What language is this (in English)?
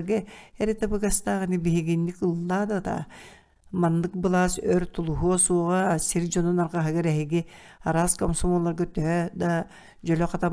Yakut